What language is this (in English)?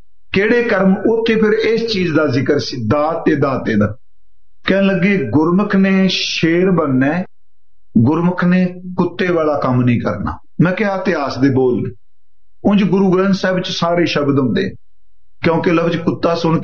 Punjabi